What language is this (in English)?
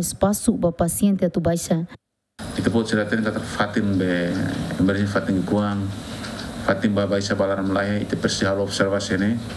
Tetum